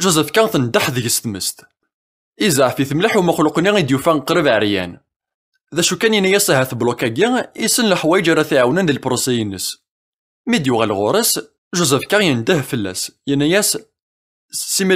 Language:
Kabyle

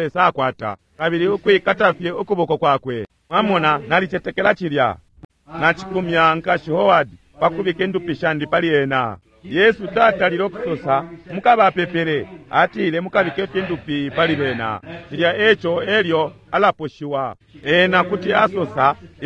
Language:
Bemba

